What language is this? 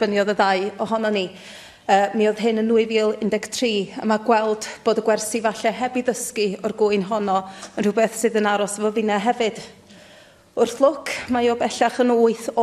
Welsh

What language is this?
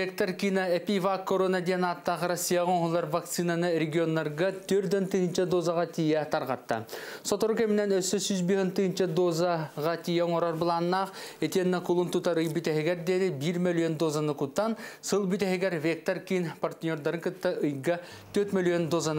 Yakut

